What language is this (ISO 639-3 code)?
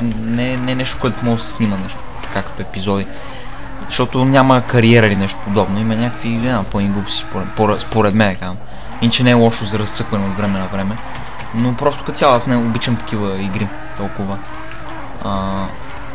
bul